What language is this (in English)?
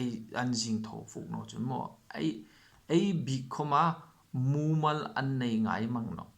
Hmar